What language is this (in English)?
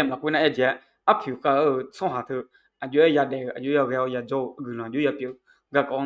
Akha